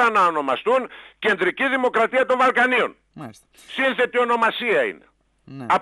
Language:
Greek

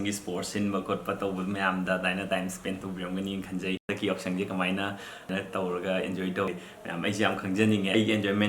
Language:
Manipuri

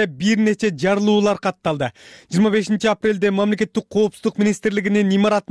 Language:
Kyrgyz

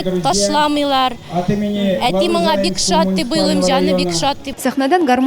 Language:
Tatar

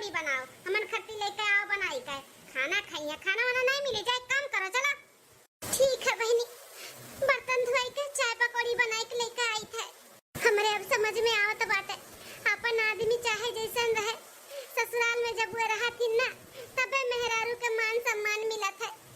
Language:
Awadhi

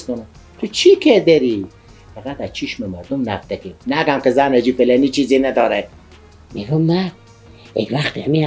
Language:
Persian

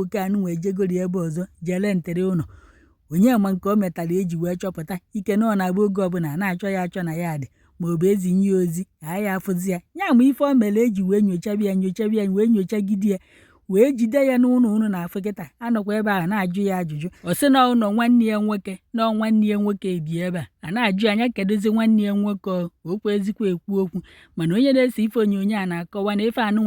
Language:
Igbo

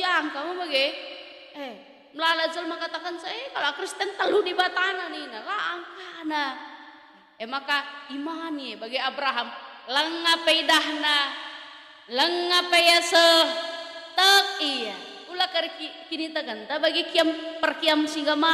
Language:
Batak Karo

